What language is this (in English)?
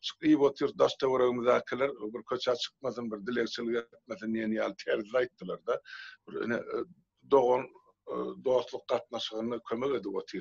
Turkmen